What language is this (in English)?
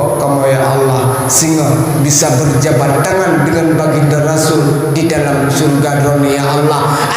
Achinese